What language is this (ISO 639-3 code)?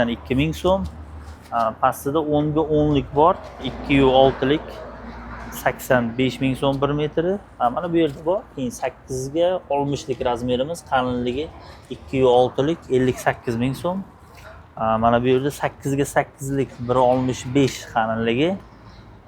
uzb